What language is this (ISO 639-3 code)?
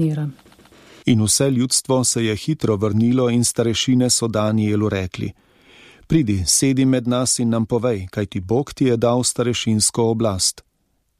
slv